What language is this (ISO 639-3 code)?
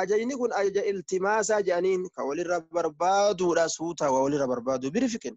orm